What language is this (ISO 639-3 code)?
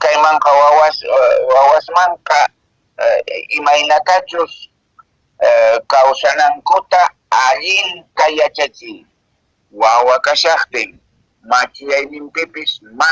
que